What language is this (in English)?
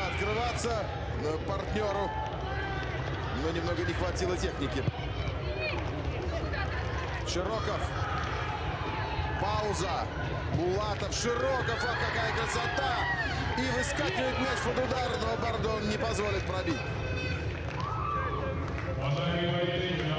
Russian